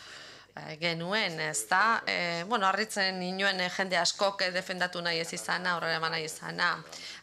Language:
Basque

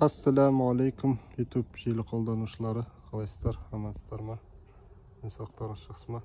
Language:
Kazakh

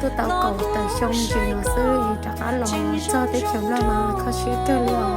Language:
Hmong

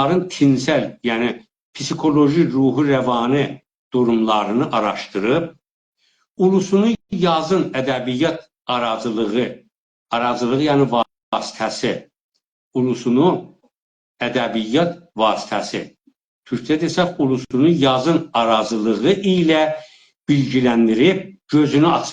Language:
South Azerbaijani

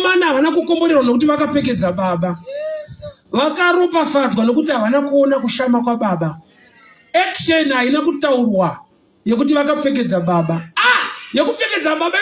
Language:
Shona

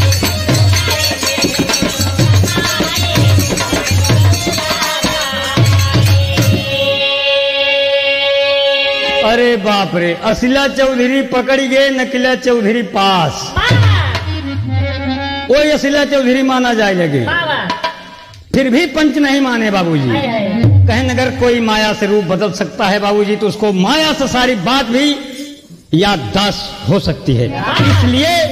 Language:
Bhojpuri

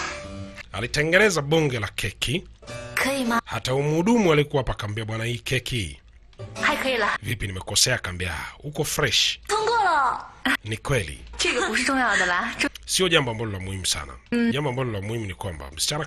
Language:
Swahili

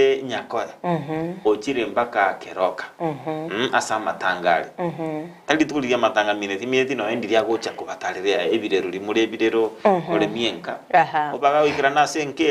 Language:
Gusii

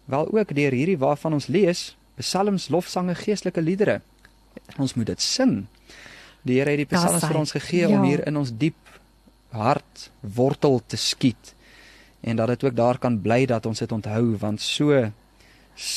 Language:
Afrikaans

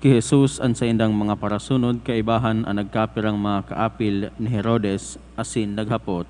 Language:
Bikol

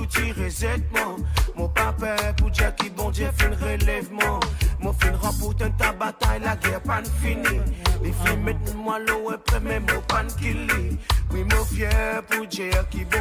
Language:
Morisyen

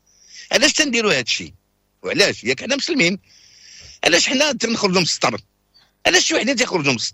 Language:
Moroccan Arabic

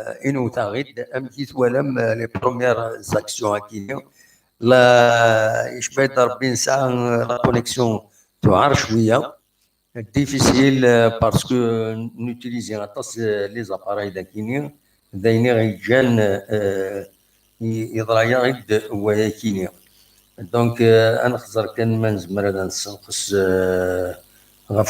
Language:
Kabyle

